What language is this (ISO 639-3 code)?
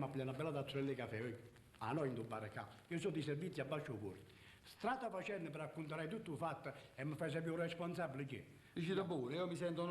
nap